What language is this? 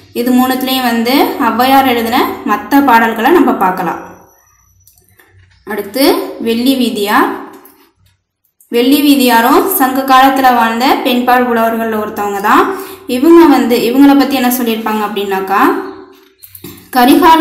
Tamil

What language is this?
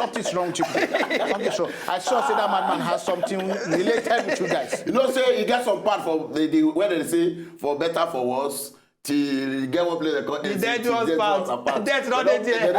Nigerian Pidgin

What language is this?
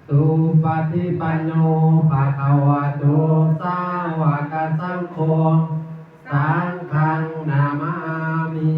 Pali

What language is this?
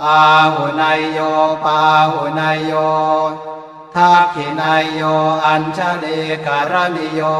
Pali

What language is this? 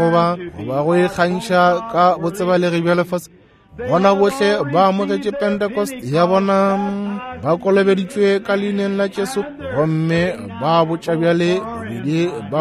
Northern Sotho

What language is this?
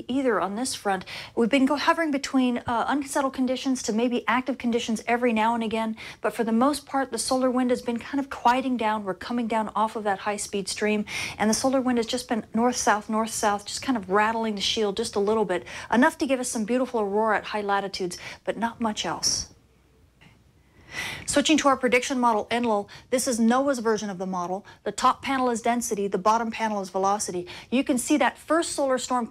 English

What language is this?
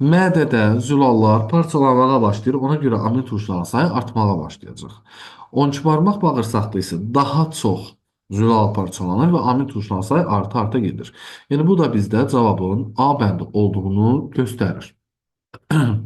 Azerbaijani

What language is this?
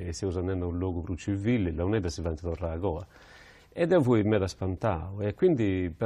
Sardinian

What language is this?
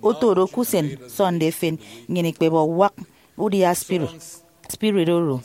Efik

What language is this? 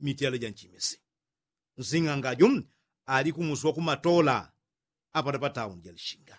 Yao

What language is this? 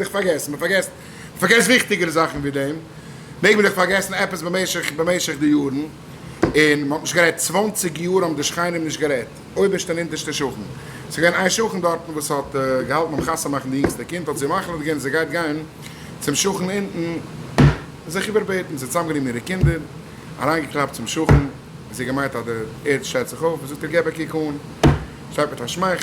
Yiddish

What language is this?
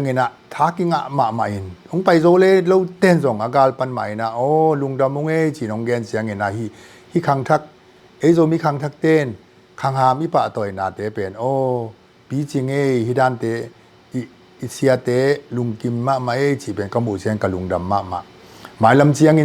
Tedim Chin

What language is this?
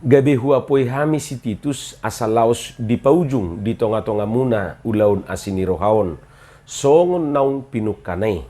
Batak Toba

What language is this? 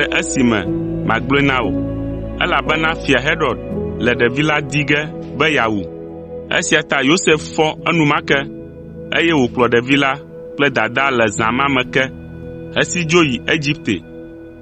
Ewe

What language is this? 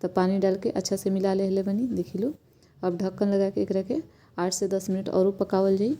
Bhojpuri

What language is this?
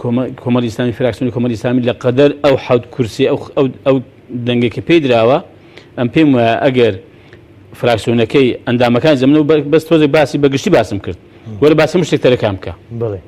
Central Kurdish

